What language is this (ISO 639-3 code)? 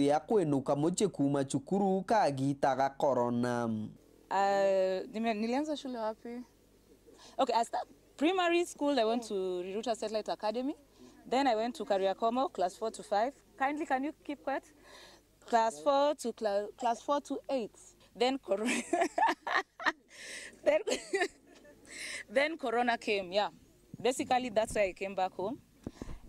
mer